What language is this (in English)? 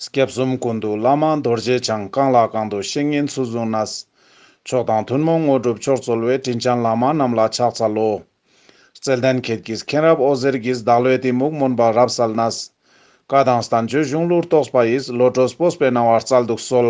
Ladakhi